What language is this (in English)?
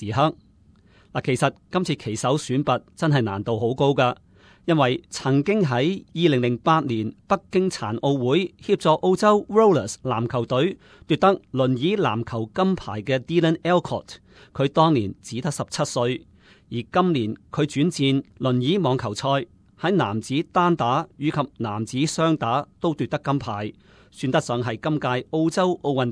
Cantonese